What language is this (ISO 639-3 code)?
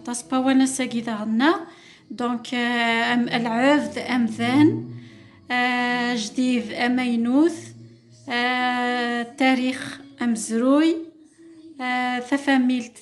kab